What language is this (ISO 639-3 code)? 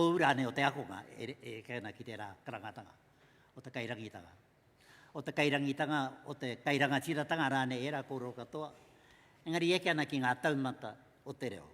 mri